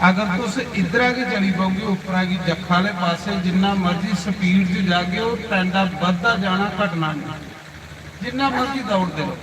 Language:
Dogri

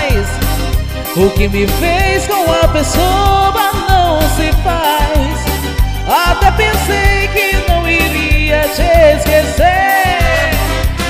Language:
Portuguese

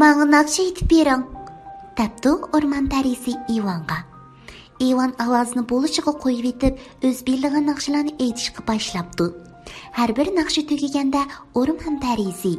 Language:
Uyghur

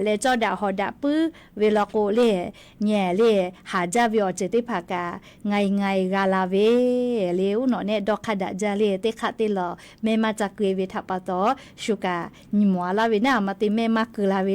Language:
Lahu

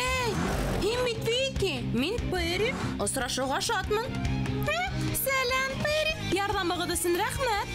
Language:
Bashkir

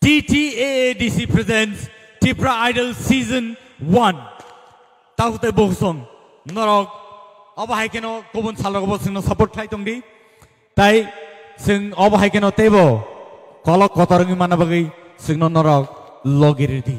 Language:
Kok Borok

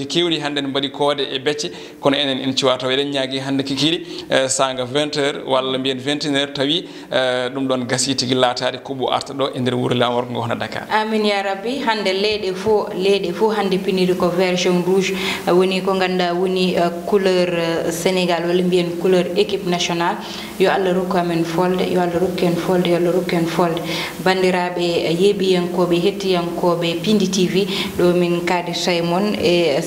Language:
Fula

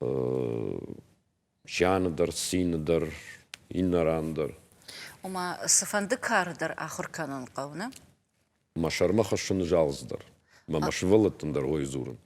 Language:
Ossetic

